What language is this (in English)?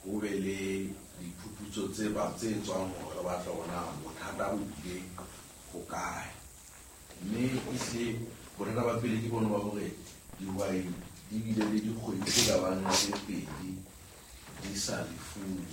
Southern Sotho